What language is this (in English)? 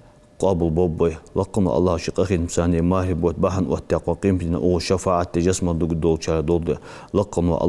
Ingush